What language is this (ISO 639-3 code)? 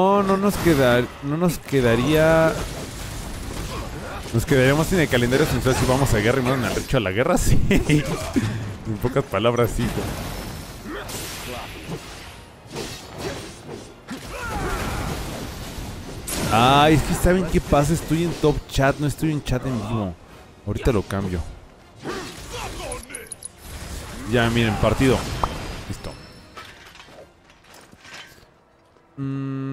spa